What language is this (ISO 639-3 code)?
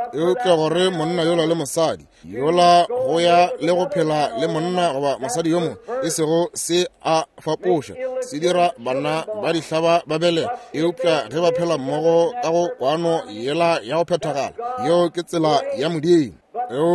nso